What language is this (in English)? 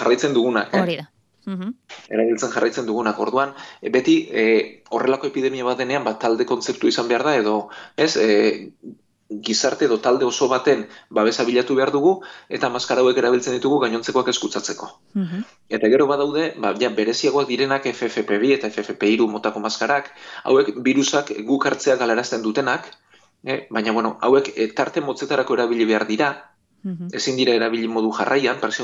Basque